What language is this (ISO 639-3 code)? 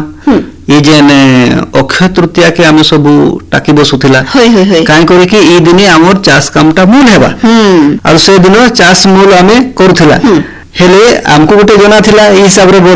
ori